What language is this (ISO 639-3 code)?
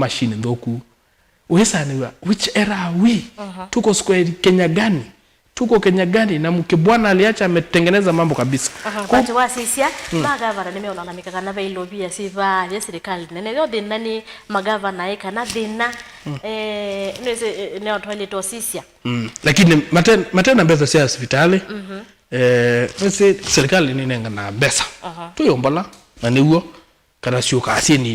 kam